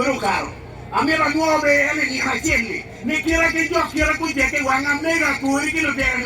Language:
Acoli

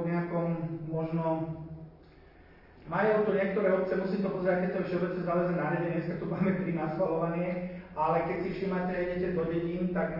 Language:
Slovak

